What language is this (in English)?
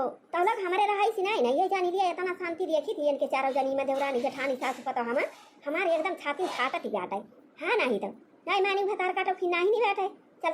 Awadhi